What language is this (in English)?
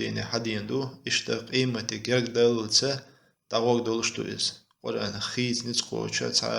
Chechen